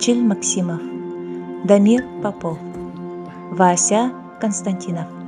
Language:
Yakut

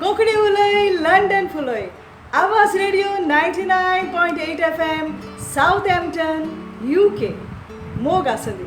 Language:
Konkani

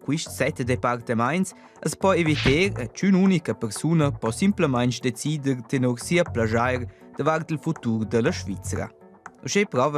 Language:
Romansh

